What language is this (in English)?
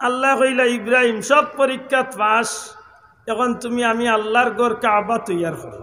Sylheti